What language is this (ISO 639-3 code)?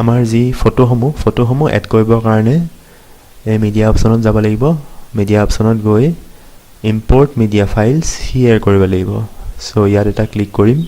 asm